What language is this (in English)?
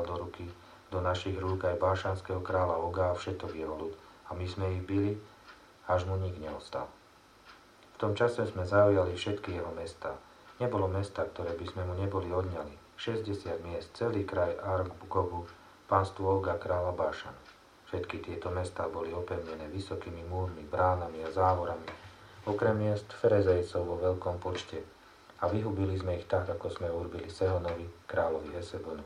Slovak